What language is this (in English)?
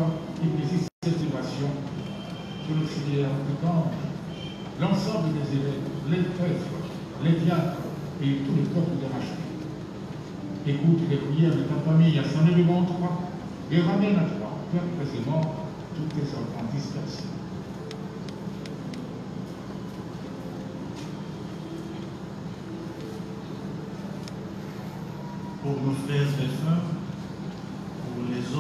French